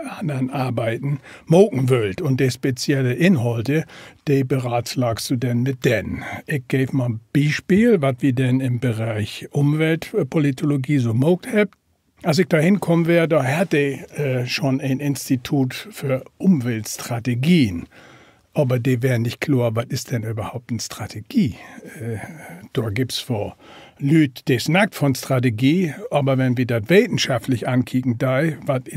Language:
Low German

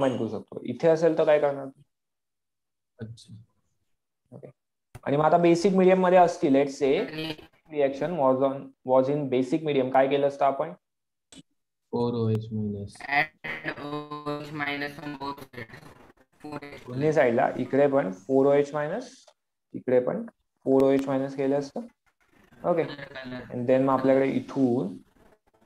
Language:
Marathi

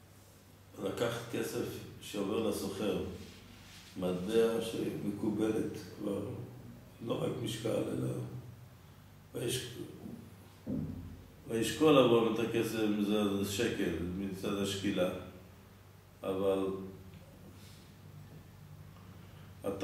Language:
Hebrew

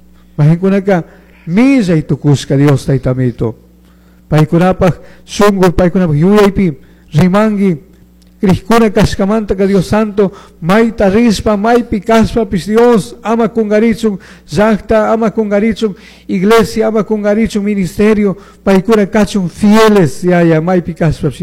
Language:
Chimborazo Highland Quichua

